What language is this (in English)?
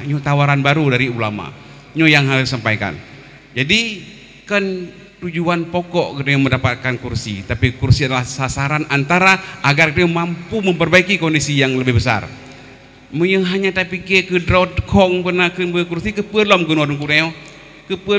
Achinese